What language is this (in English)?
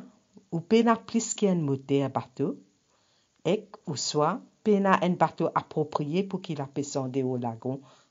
Morisyen